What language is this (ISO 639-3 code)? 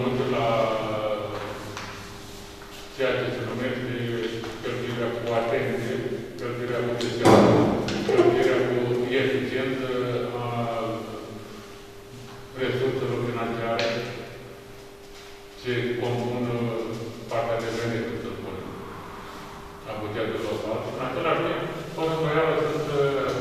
ron